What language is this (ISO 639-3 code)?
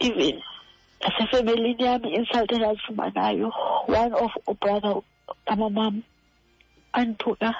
xho